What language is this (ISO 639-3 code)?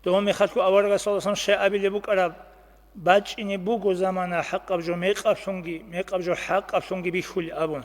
ava